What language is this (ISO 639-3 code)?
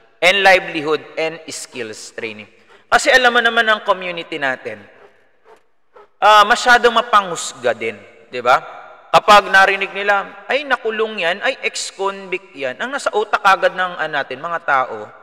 fil